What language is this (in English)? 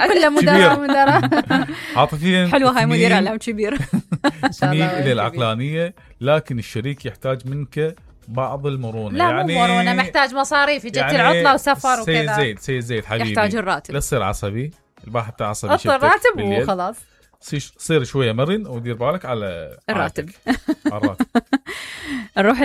Mesopotamian Arabic